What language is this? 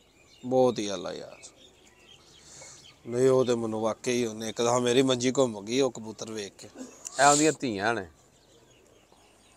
Punjabi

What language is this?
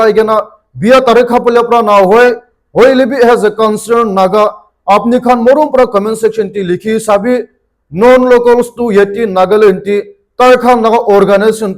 Naga Pidgin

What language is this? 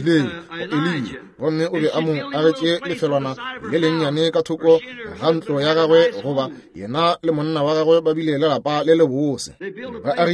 Northern Sotho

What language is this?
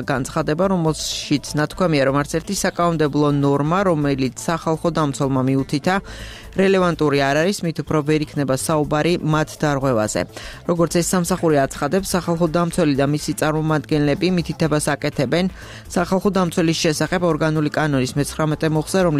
Georgian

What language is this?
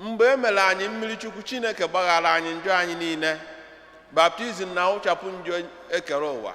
Igbo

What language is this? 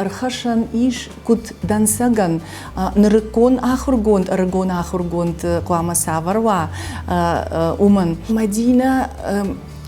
Ossetic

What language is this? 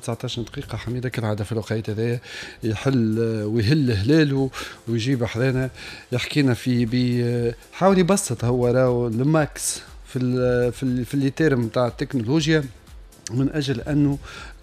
Tunisian Arabic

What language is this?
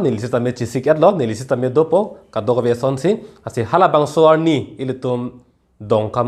Karbi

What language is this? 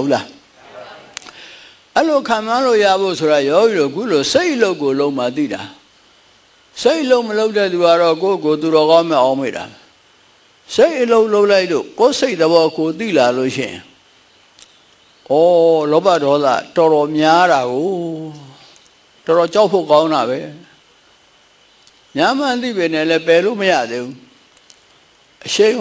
Burmese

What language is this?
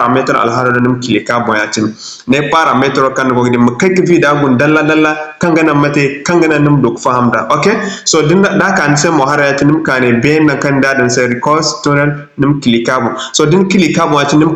Zarma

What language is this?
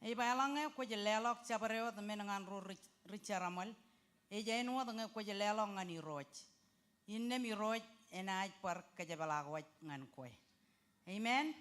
Marshallese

